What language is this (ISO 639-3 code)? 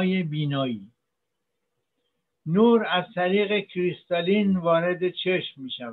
fas